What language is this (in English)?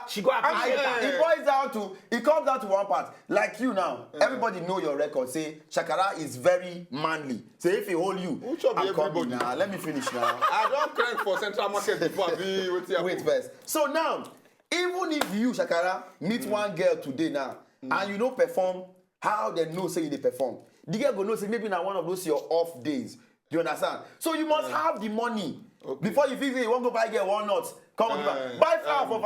Nigerian Pidgin